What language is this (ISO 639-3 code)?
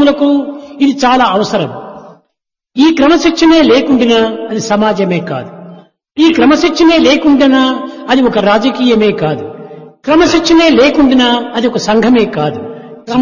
tel